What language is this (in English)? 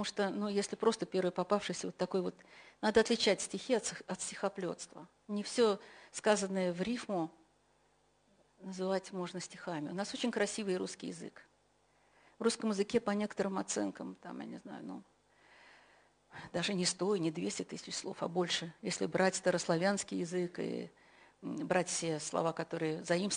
Russian